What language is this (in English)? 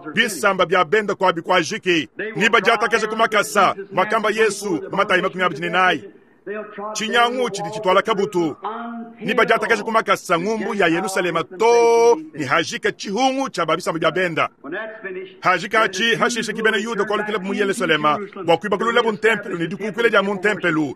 Luba-Lulua